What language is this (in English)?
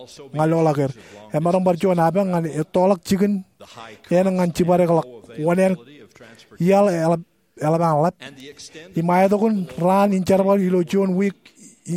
Marshallese